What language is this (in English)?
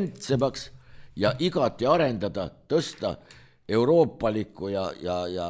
Estonian